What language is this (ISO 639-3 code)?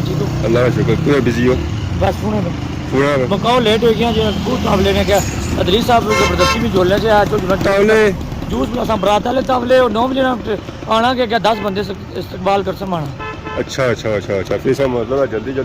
phr